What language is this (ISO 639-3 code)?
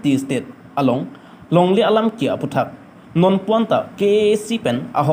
mjw